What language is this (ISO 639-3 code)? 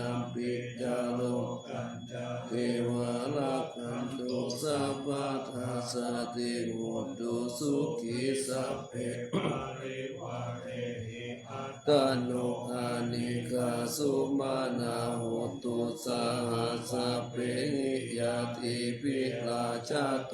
pli